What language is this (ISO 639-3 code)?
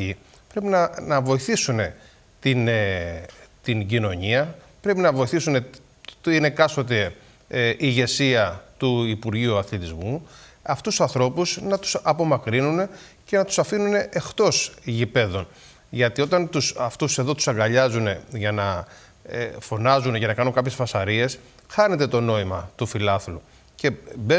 ell